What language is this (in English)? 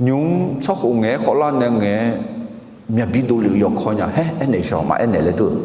Akha